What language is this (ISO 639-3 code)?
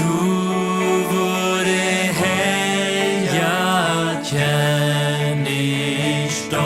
pdt